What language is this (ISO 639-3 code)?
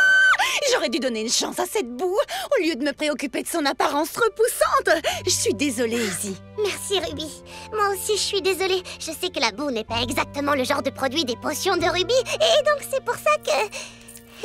fra